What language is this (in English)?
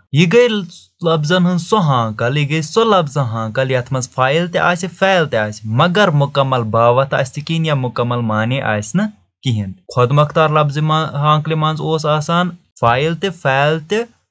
Kashmiri